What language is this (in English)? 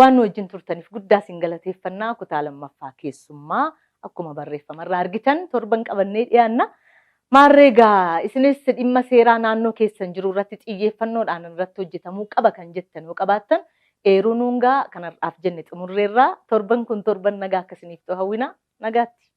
Oromo